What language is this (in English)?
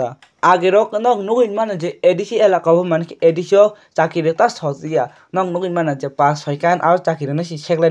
Kok Borok